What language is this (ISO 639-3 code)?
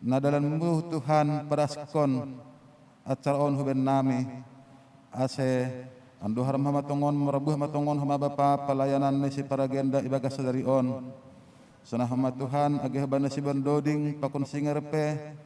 bts